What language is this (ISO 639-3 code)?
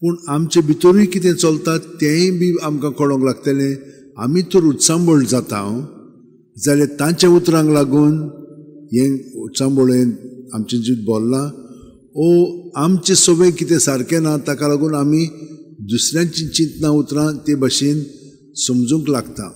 kok